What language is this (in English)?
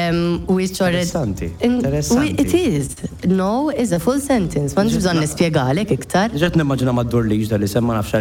Maltese